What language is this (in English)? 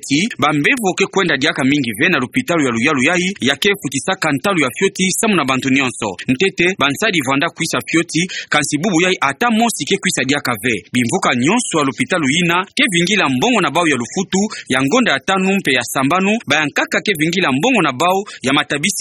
Kituba (Democratic Republic of Congo)